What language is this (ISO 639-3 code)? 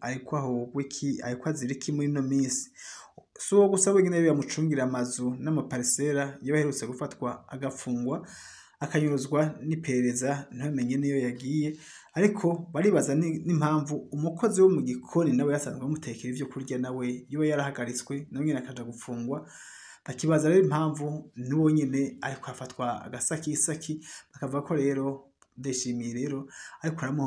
run